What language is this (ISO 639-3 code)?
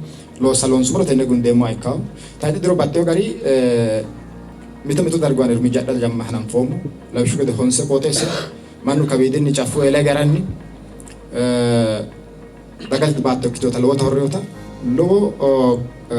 sid